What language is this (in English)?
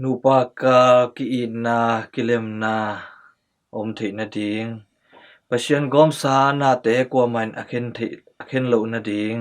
Tedim Chin